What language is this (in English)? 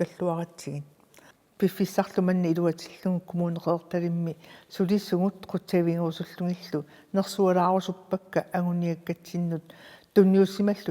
Kalaallisut